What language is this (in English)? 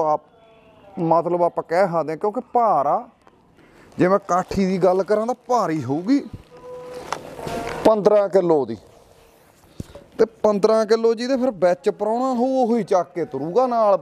Punjabi